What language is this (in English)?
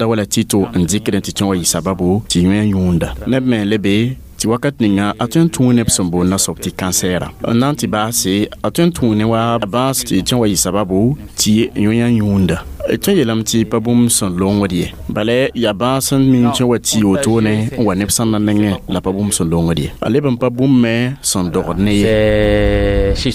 Mossi